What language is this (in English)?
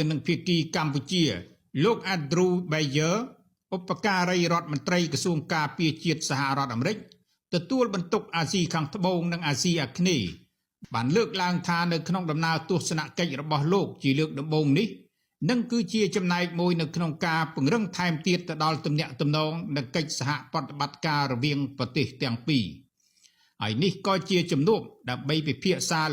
Khmer